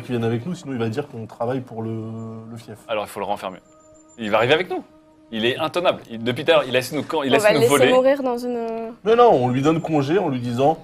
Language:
French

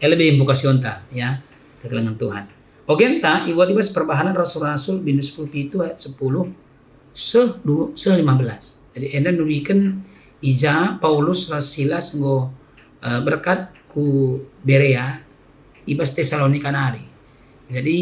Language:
Batak Karo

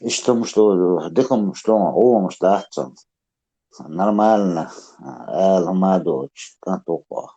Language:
Chechen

